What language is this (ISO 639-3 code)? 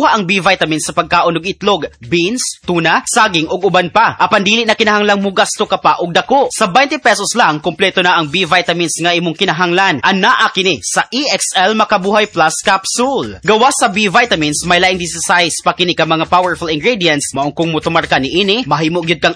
ceb